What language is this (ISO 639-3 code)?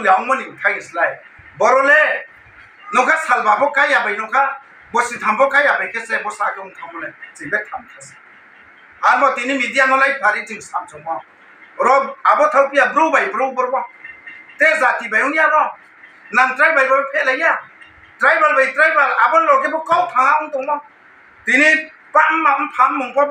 ria